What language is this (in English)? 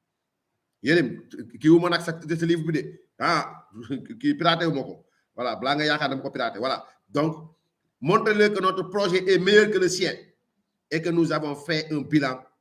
Wolof